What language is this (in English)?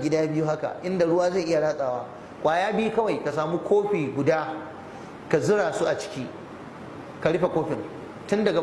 Hausa